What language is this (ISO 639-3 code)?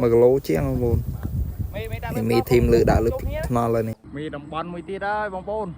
khm